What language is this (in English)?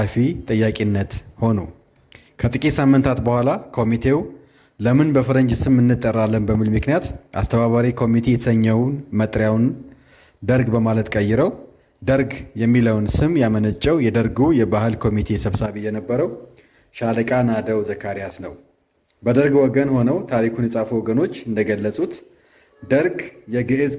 Amharic